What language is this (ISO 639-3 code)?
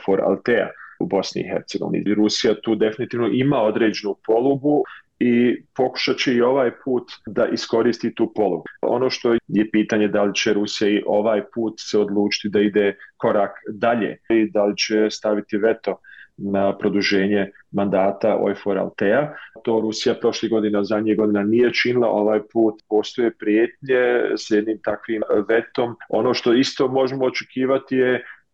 bos